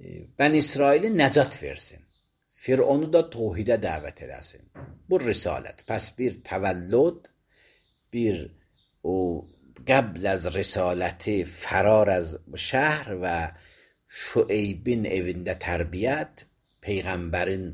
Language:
Azerbaijani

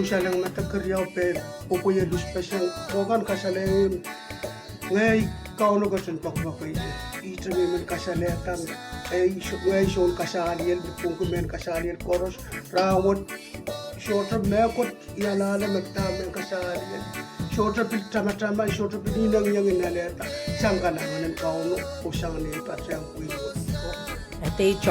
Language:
Pohnpeian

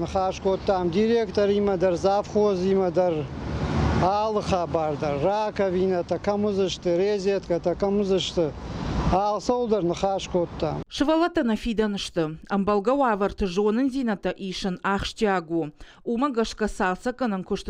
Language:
Ossetic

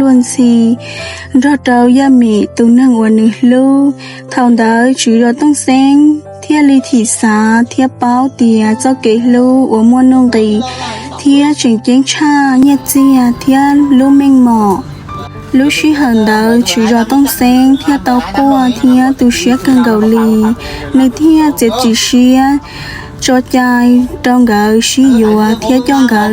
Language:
Hmong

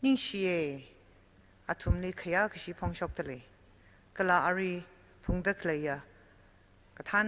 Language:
Tangkhul Naga (India)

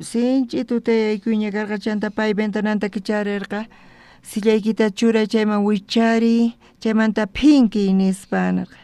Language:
South Bolivian Quechua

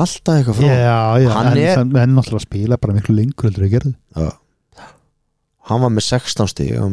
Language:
Icelandic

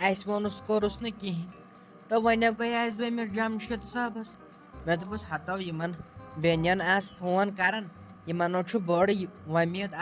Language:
Kashmiri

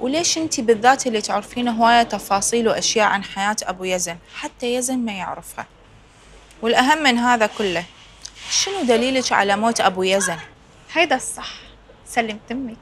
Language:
Mesopotamian Arabic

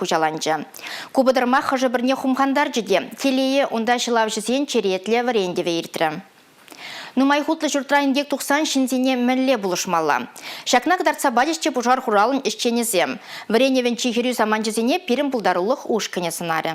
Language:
Chuvash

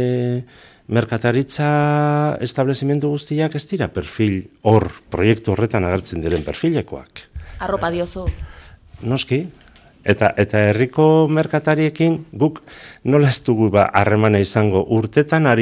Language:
Basque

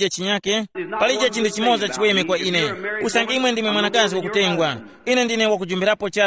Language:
Tumbuka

